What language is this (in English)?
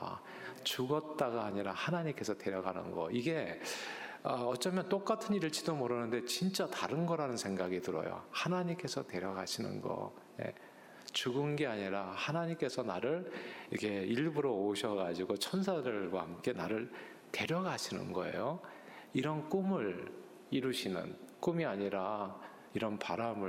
Korean